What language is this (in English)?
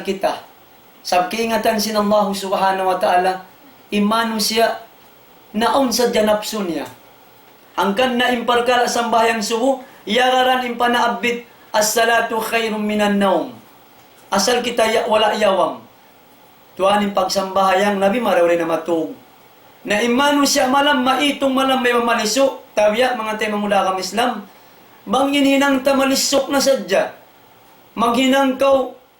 Tausug